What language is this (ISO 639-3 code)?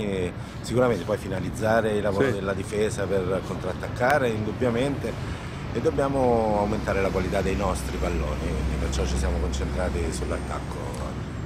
ita